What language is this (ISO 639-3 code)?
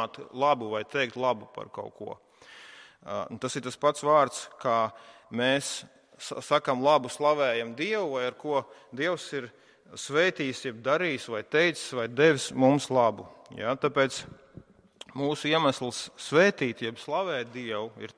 lav